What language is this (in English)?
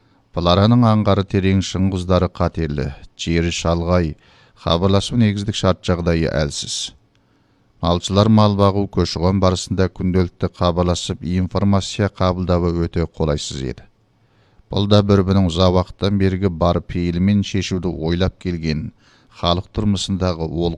Kazakh